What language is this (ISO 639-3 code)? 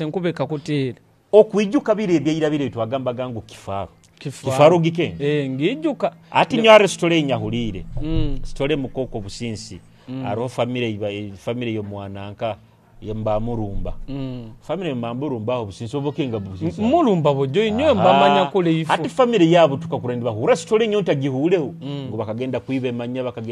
nyo